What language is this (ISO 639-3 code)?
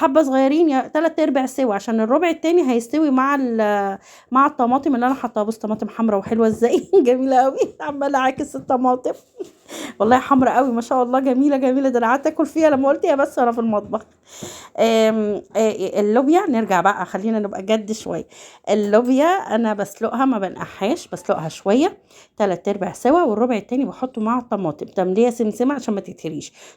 arz